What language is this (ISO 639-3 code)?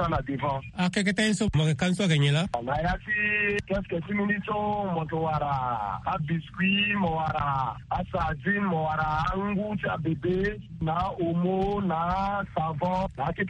sag